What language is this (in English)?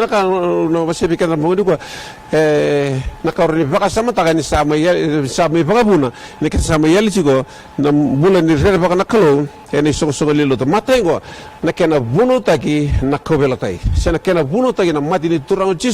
Fijian